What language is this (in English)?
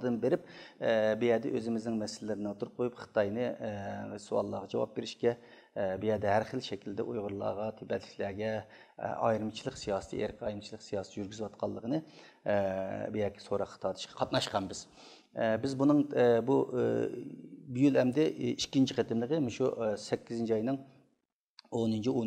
Uyghur